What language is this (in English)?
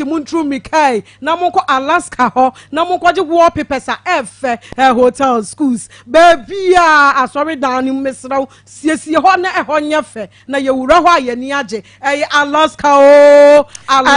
Akan